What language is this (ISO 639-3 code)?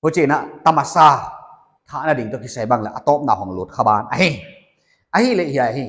pck